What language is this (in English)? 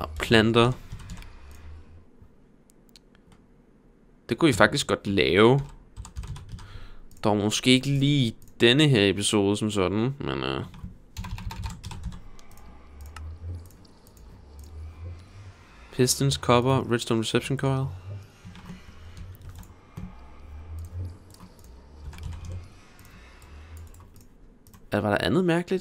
Danish